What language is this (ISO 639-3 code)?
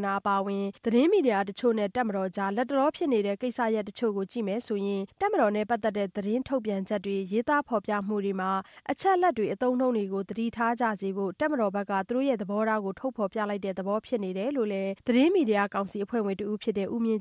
mya